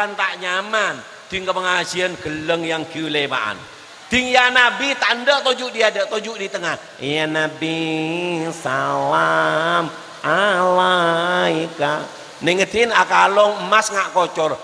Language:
Madurese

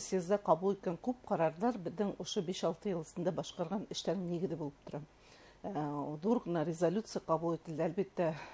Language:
Bashkir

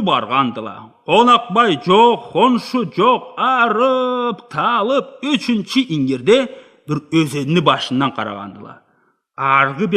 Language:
Karachay-Balkar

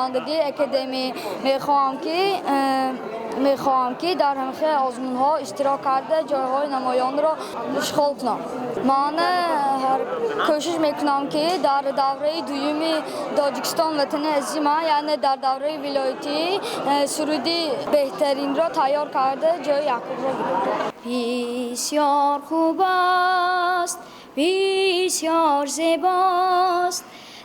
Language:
Tajik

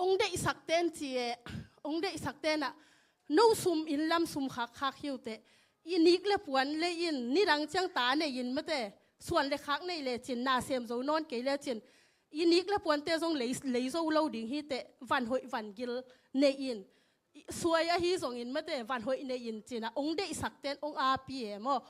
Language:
Tedim Chin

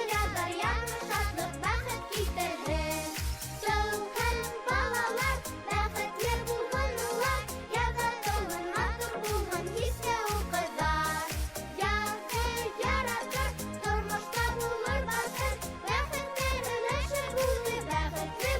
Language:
Bashkir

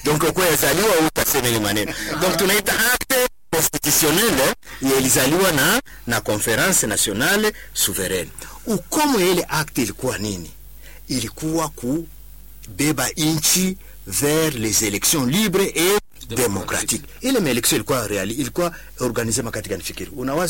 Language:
Swahili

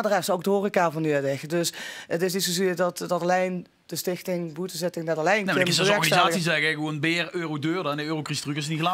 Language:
Limburgish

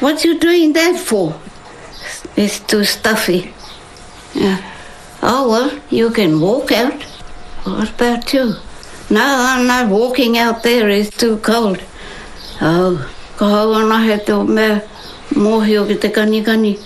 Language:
Māori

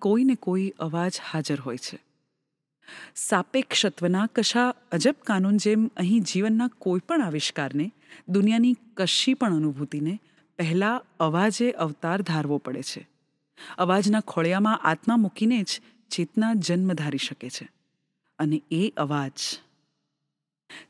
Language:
Gujarati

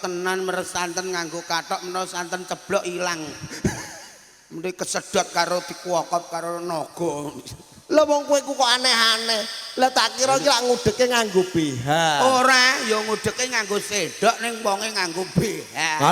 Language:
Javanese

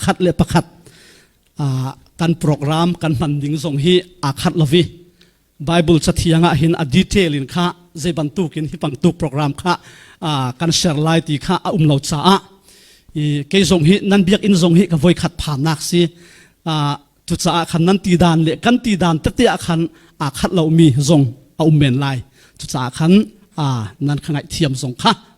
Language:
Falam Chin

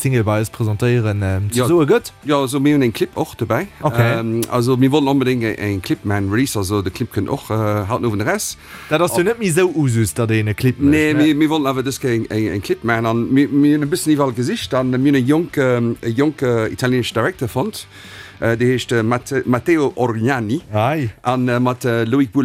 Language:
Luxembourgish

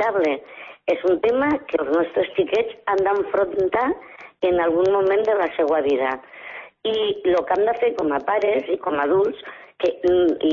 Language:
Catalan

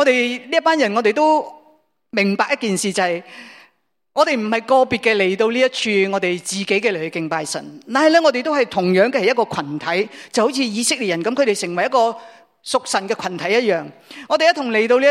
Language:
Cantonese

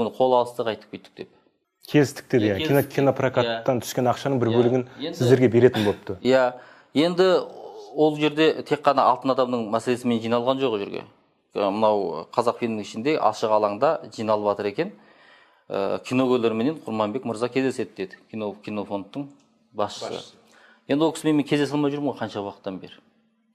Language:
Kazakh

